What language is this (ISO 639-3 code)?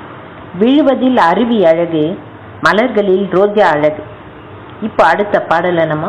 tam